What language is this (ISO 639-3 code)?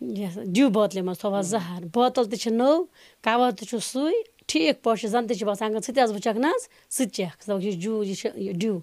kas